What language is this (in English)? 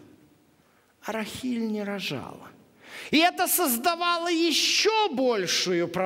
Russian